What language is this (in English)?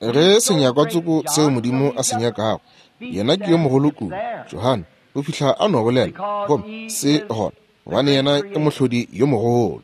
Northern Sotho